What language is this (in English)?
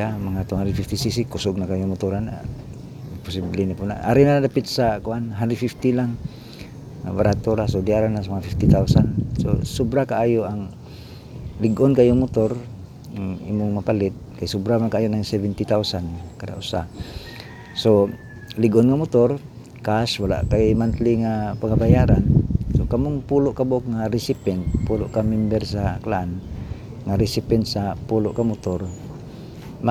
Cebuano